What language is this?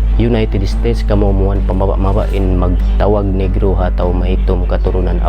Tausug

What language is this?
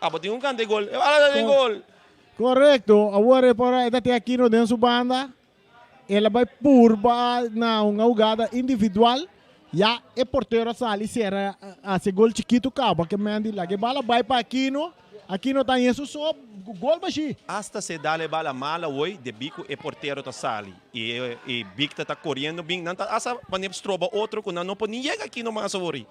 Papiamento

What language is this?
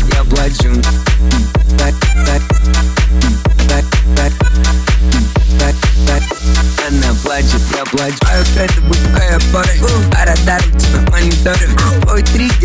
Russian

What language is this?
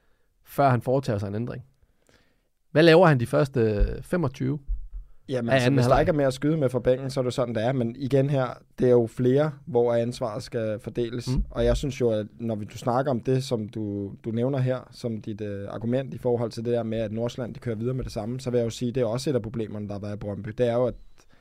Danish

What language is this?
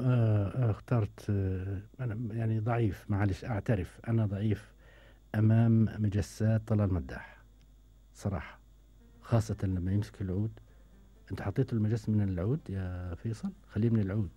Gulf Arabic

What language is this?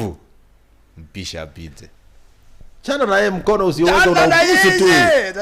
Gusii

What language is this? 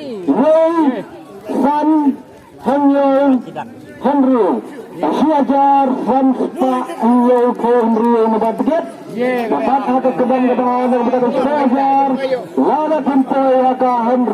Khasi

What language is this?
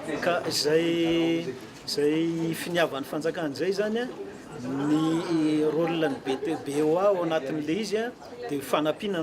Malagasy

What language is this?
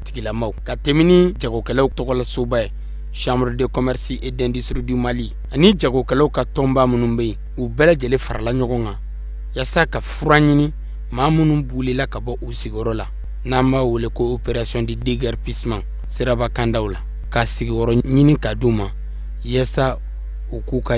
Bambara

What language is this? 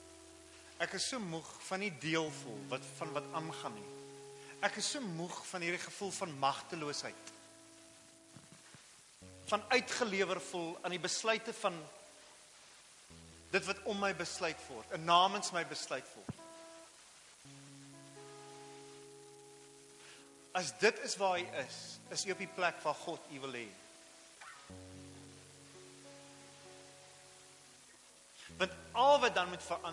Afrikaans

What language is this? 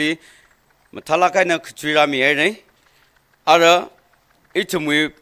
Tangkhul Naga (India)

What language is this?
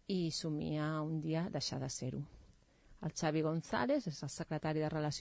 Catalan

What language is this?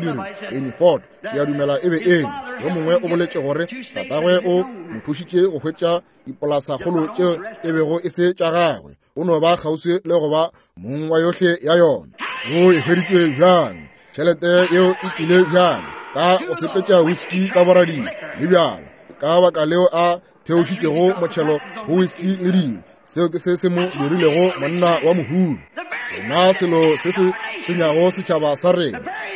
Northern Sotho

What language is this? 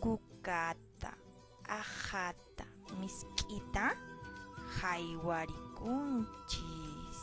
Quechua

